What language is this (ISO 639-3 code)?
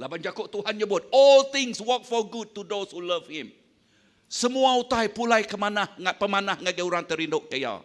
iba